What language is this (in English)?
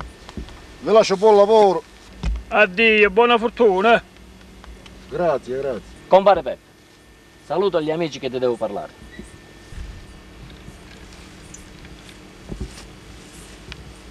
Italian